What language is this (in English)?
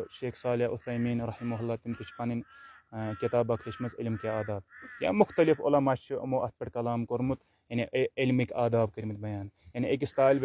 Kashmiri